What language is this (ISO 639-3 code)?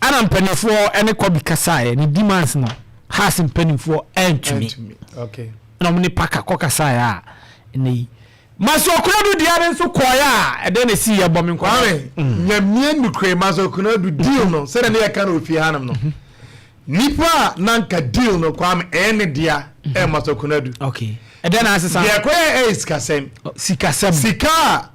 aka